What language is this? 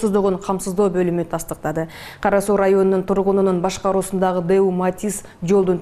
Kyrgyz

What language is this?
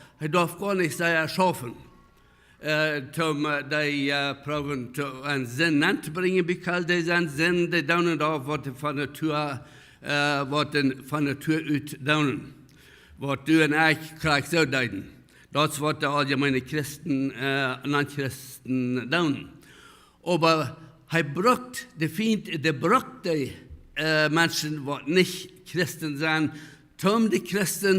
Plautdietsch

